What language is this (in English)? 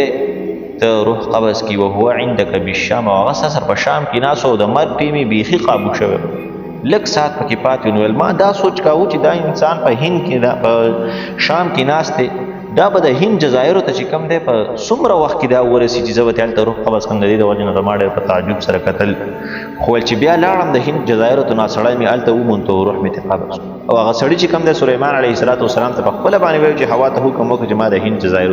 Pashto